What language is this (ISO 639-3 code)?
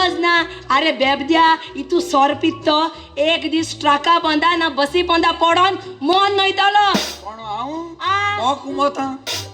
kok